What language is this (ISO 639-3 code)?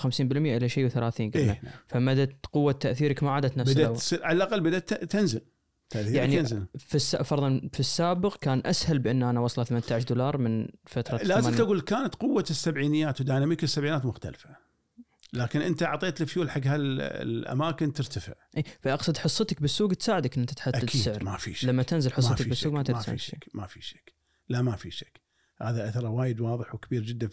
afb